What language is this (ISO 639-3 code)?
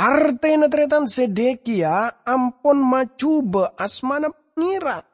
mad